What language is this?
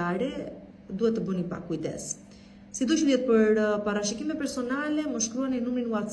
Albanian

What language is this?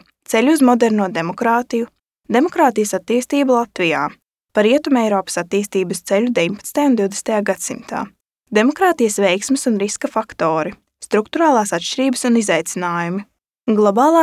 Latvian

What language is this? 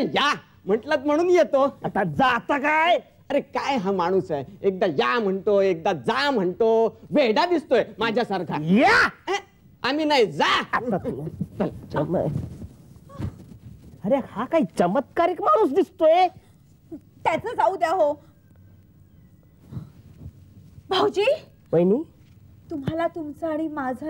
Marathi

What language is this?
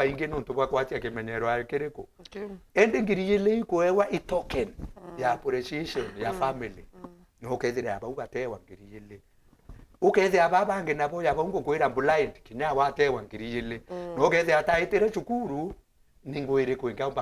Meru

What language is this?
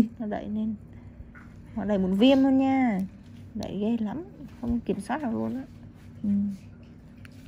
Vietnamese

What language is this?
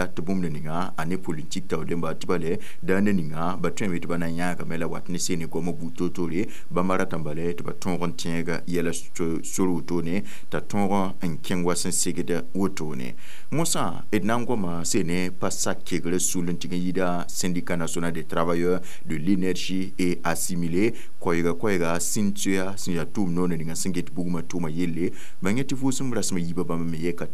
Mossi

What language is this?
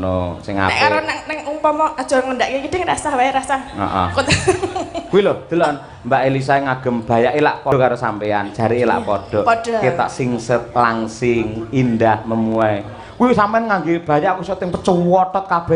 Javanese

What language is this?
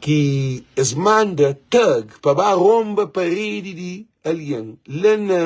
Kabuverdianu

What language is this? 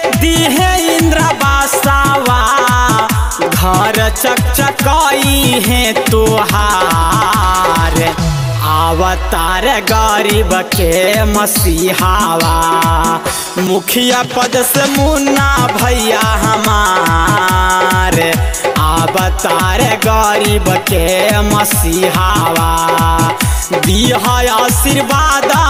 Bhojpuri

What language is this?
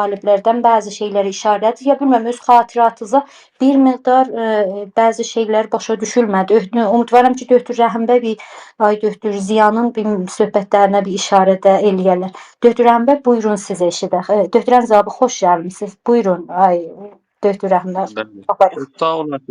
South Azerbaijani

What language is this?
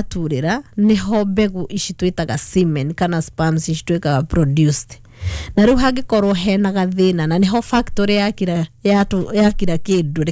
Kikuyu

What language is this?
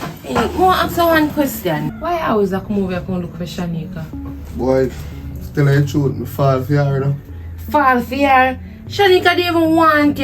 Jamaican Creole English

